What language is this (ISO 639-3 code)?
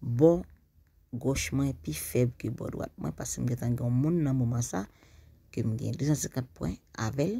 hat